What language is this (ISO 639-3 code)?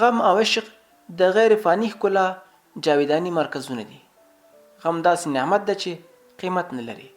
pus